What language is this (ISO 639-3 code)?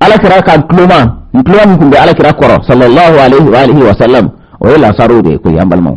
bam